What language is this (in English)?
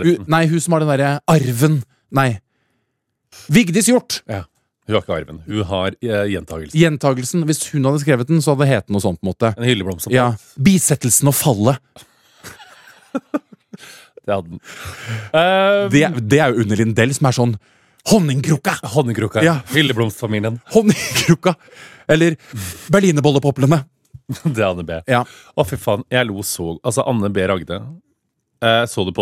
Norwegian